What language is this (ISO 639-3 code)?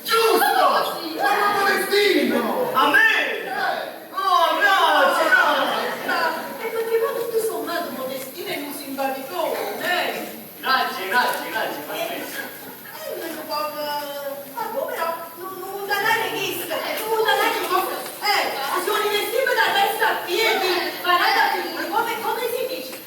nap